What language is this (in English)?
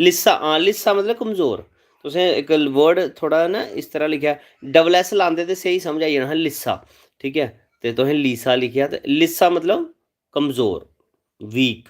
Dogri